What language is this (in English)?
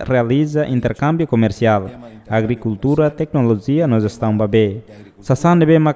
Tetum